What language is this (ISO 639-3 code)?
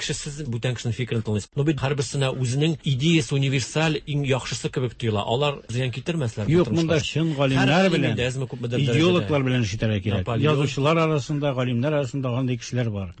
tat